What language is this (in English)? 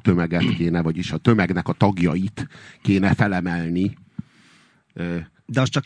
Hungarian